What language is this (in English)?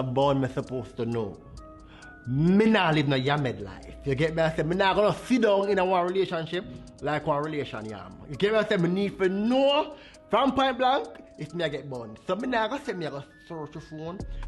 Jamaican Creole English